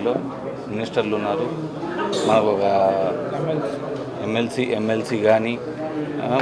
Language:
Telugu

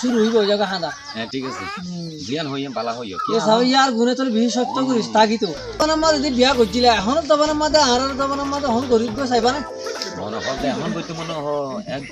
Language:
Rohingya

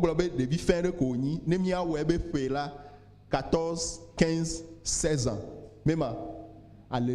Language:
Ewe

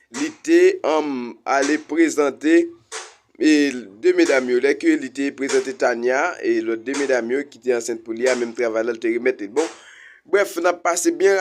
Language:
Haitian Creole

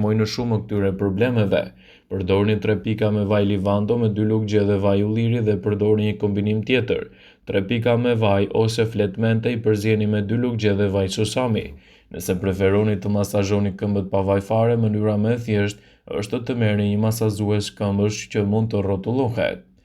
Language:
Albanian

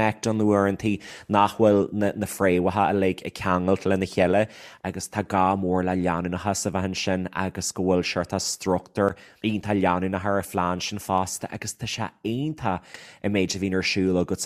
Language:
Irish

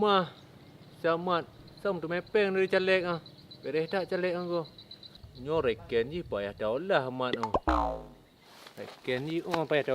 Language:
Achinese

